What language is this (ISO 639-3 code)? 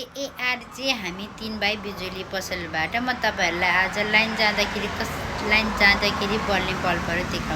nep